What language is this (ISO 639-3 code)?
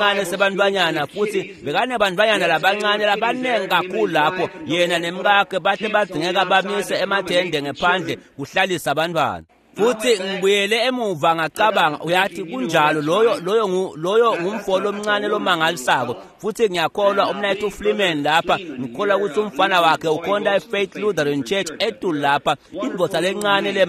ssw